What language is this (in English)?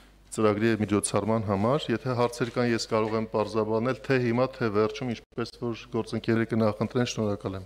Armenian